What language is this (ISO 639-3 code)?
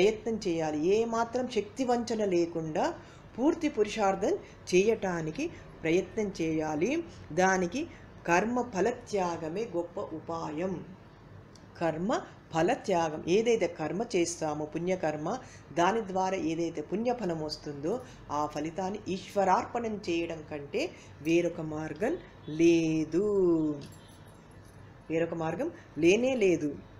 tel